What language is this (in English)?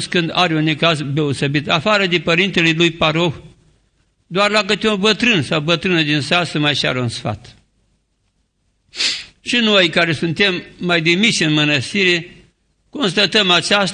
Romanian